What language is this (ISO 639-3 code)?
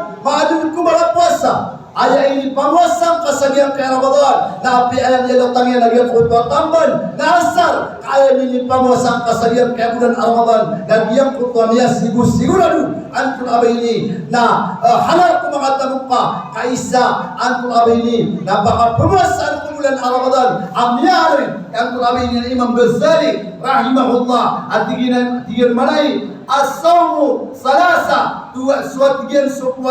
mrw